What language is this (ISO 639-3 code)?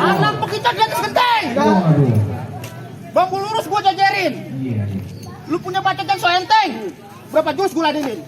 bew